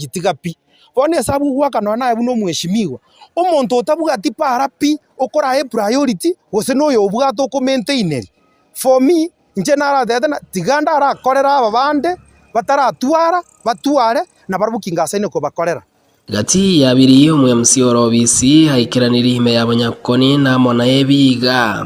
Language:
Gusii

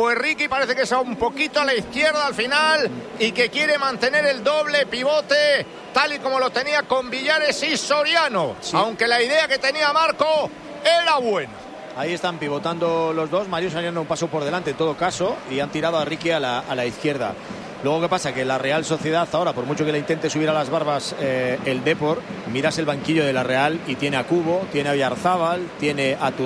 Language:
Spanish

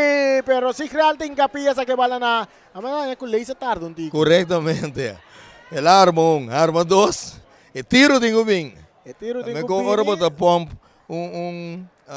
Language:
Papiamento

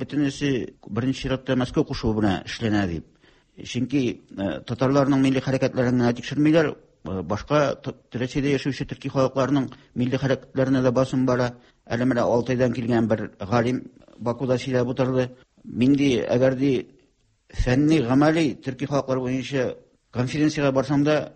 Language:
Tatar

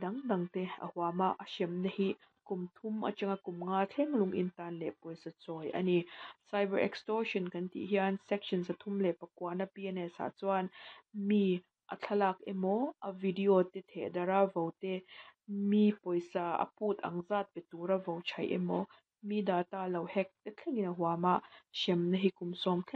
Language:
Mizo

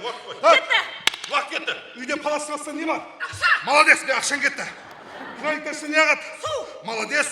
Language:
Kara-Kalpak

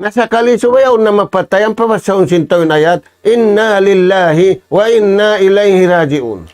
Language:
Tausug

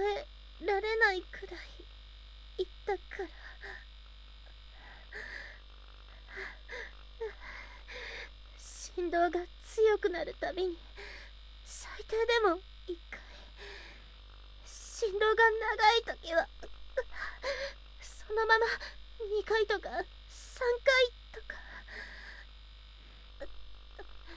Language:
Japanese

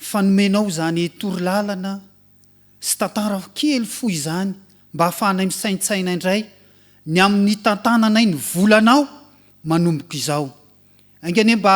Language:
Malagasy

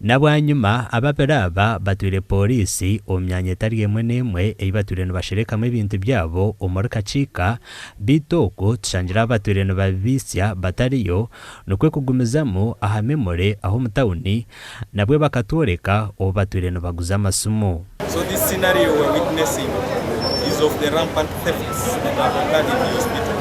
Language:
Nyankole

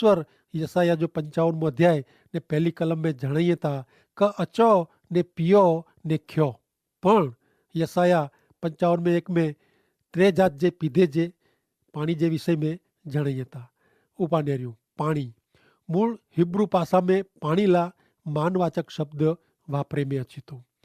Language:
Kachhi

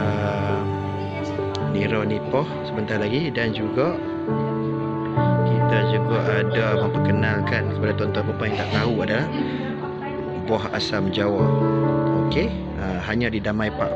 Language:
Malay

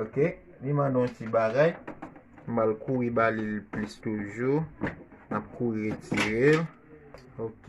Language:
Haitian Creole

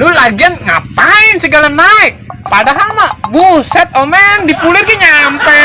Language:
Betawi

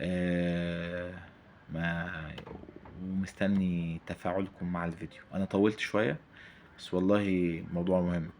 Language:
Egyptian Arabic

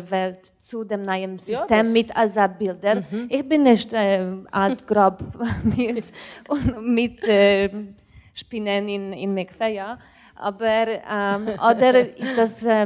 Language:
Yiddish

